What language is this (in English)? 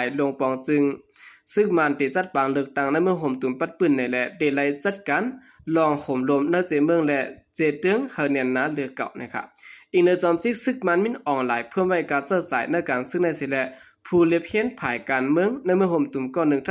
Shan